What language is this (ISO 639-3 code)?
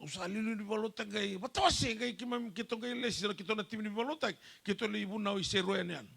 fij